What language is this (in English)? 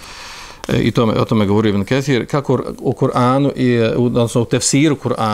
Bosnian